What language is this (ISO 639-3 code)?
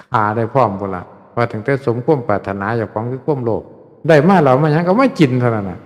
tts